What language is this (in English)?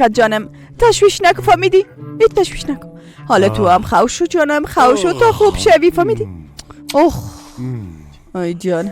Persian